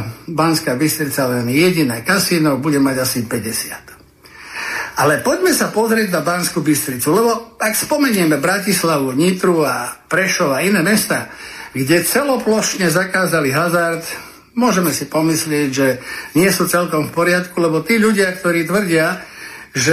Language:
Slovak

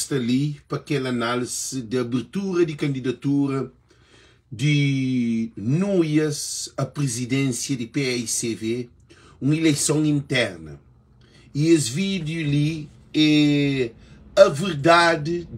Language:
Kabuverdianu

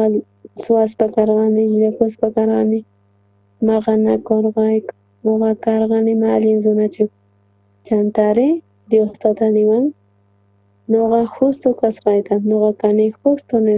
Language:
South Bolivian Quechua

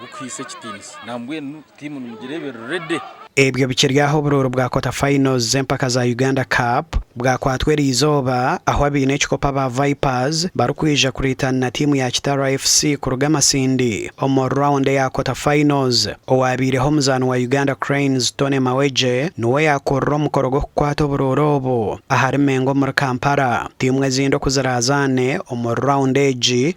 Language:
Nyankole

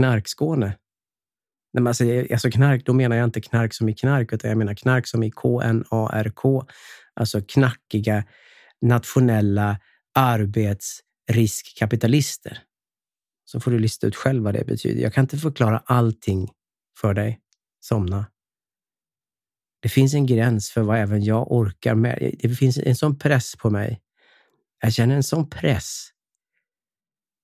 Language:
Swedish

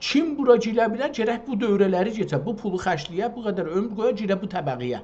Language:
South Azerbaijani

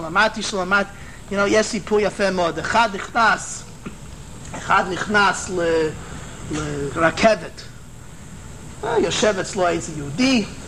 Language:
Hebrew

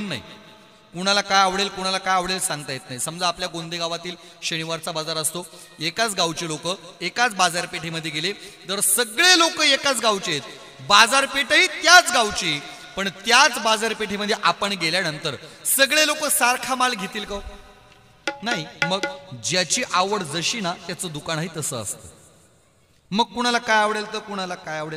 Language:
Marathi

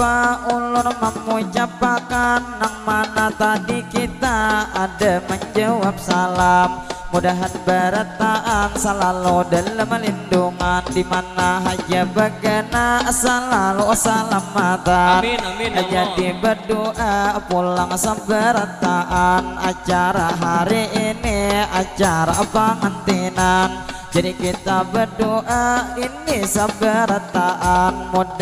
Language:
Banjar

